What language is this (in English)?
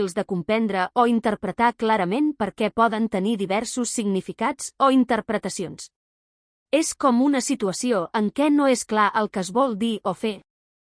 Catalan